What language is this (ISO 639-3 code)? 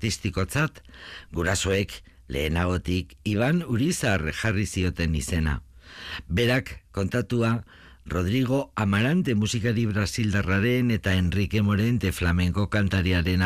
eus